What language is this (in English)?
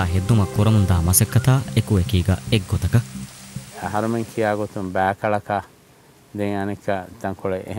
Divehi